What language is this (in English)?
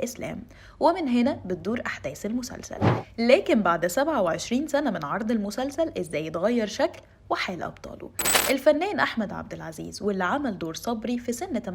Egyptian Arabic